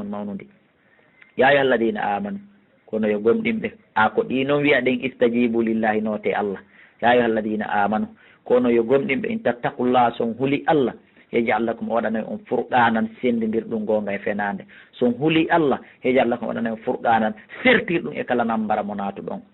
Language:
Fula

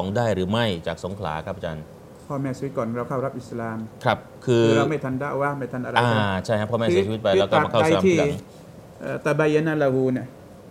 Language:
Thai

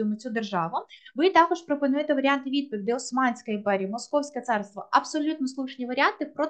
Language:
Ukrainian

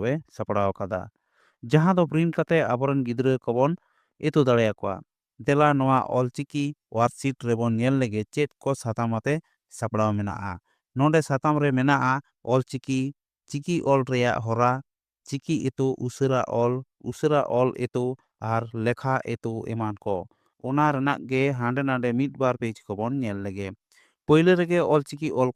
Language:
Santali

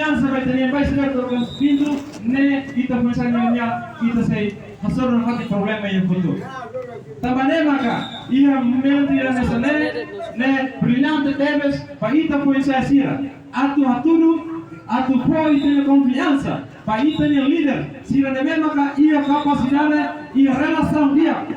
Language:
Tetum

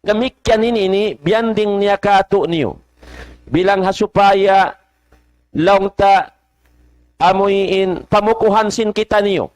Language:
Tausug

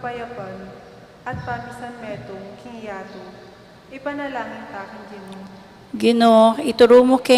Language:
Pampanga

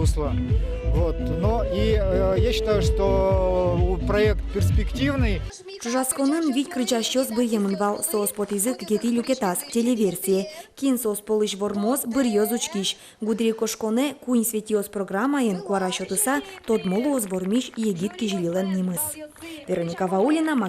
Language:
Udmurt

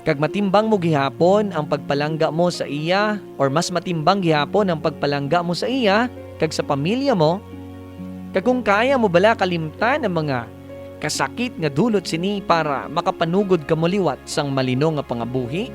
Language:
Hiligaynon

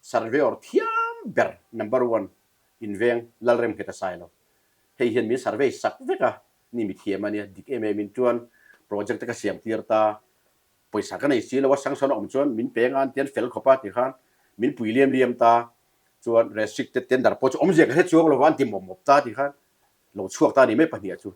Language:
Mizo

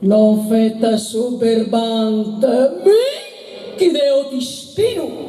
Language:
Sardinian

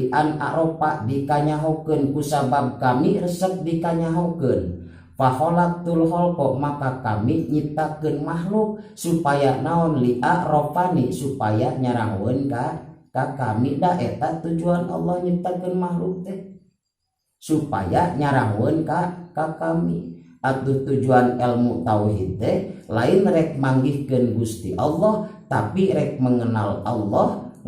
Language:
Sundanese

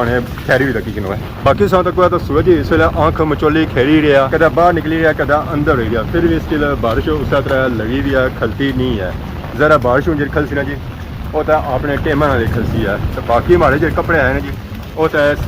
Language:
Pahari-Potwari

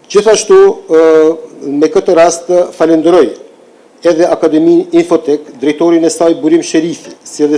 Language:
Albanian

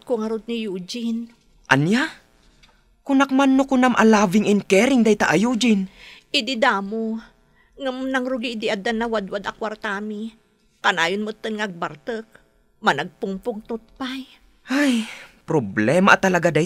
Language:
Iloko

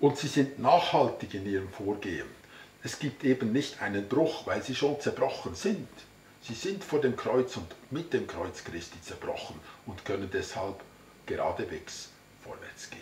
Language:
Swiss German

